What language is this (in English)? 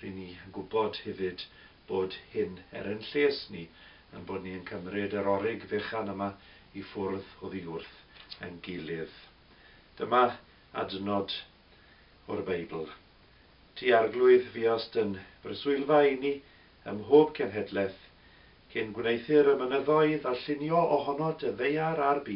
Welsh